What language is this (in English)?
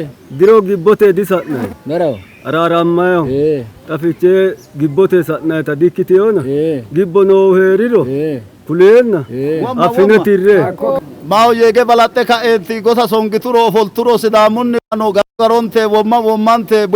Sidamo